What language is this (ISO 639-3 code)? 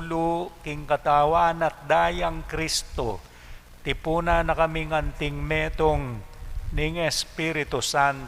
pam